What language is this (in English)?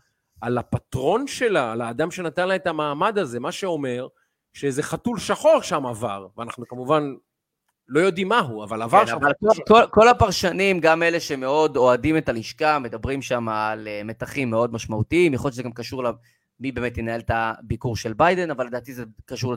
Hebrew